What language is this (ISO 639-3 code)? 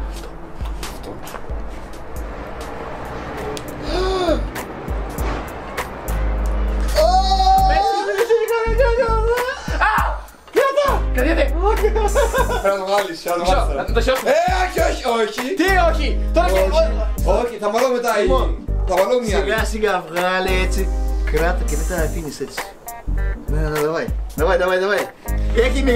ell